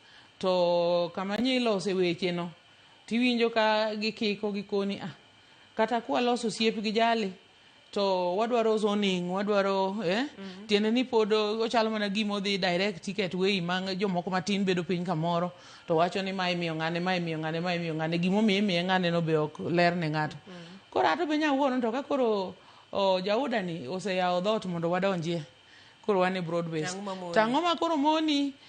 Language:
Luo (Kenya and Tanzania)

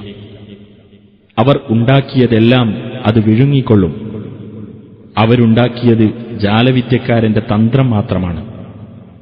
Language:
Malayalam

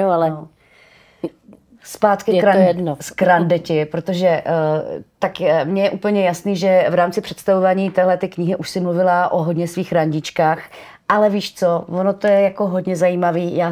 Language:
Czech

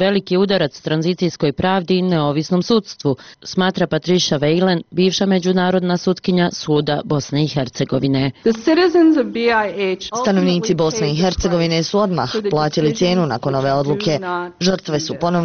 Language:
Bosnian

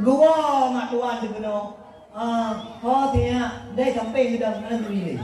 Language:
Achinese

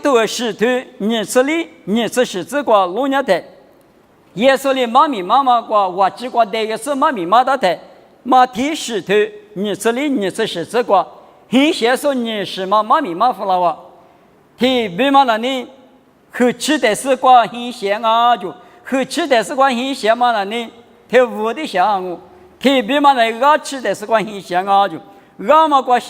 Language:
Lisu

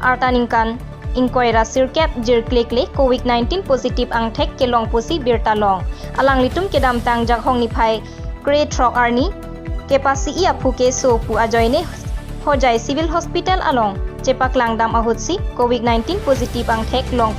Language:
Karbi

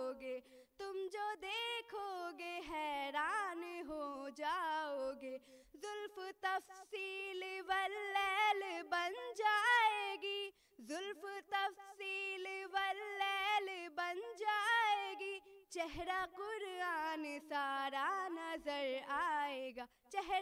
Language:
Urdu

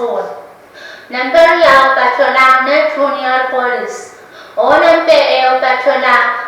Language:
Pohnpeian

